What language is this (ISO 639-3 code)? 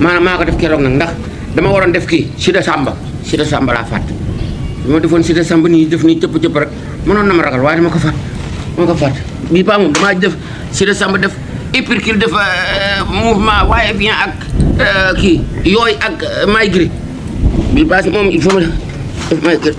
wol